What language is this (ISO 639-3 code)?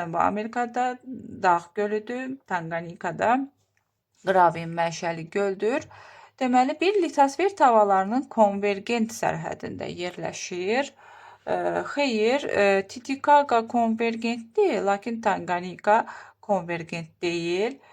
aze